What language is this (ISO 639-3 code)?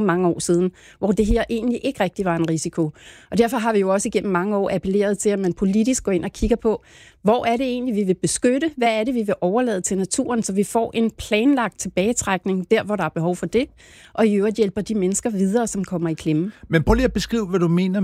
dan